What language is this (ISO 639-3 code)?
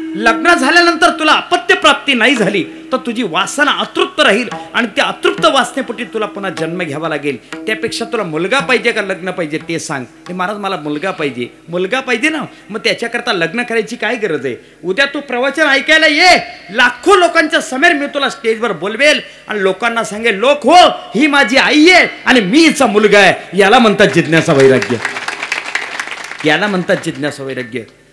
mar